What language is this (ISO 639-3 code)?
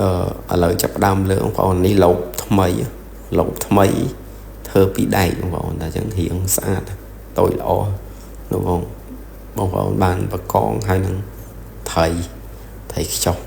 khm